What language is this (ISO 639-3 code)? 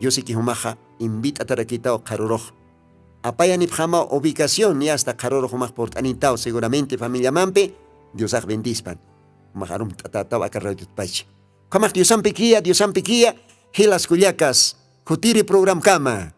aym